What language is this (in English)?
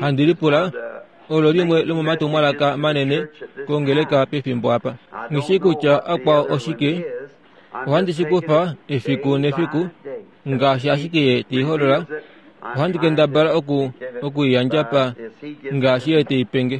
Kuanyama